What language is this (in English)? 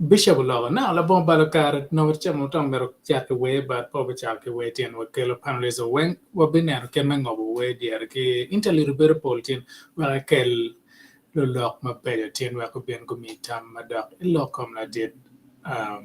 Acoli